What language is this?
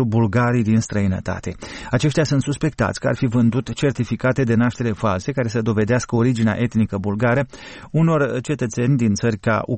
Romanian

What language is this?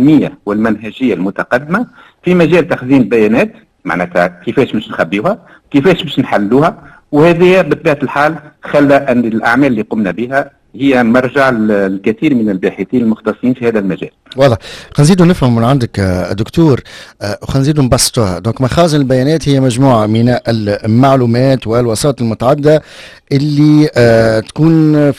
Tunisian Arabic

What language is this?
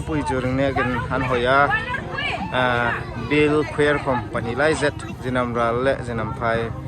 Hmar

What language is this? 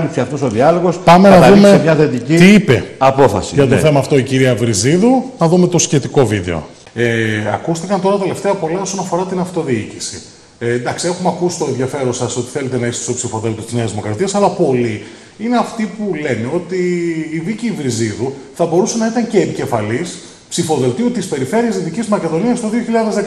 Greek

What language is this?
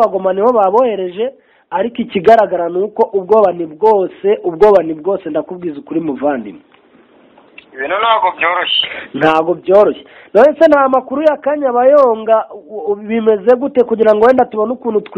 Kinyarwanda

